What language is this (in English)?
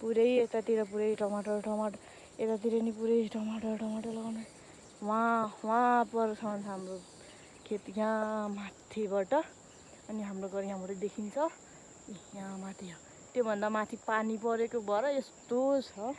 Nepali